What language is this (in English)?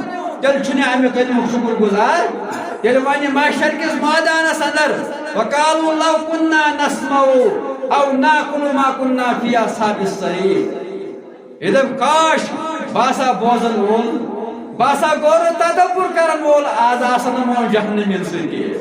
Kashmiri